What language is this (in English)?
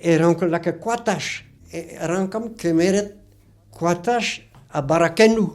Breton